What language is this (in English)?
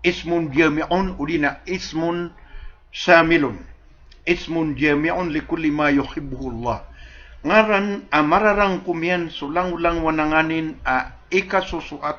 Maranao